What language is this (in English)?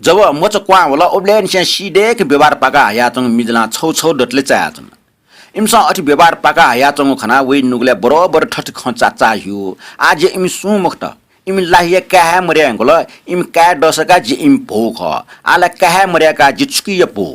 Newari